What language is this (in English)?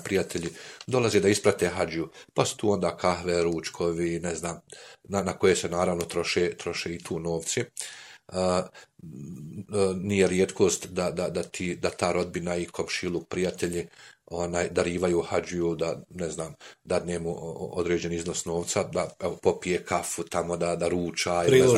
Bosnian